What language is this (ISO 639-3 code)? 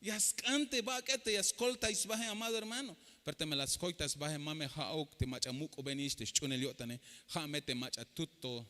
tzh